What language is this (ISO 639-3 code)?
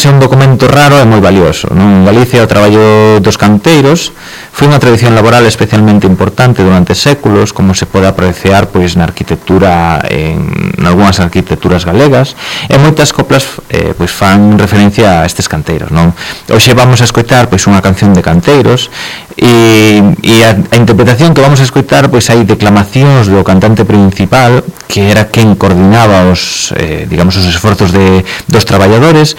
glg